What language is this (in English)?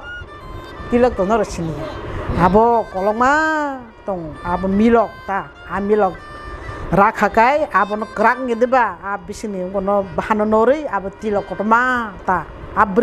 Kok Borok